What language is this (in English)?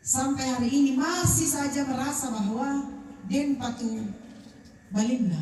Toraja-Sa'dan